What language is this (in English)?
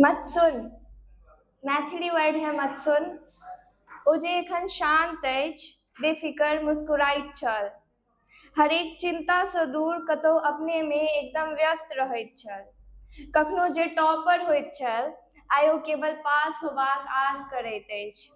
Maithili